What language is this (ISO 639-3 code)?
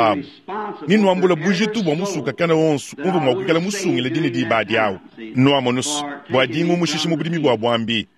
lua